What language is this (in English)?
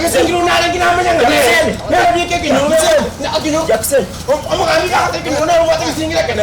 Gusii